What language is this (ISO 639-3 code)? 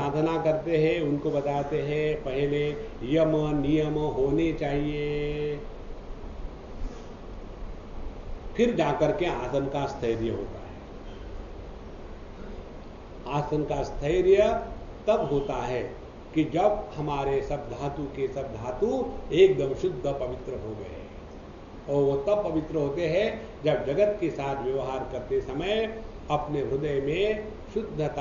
hin